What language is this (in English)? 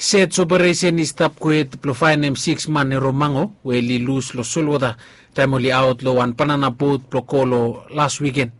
Bislama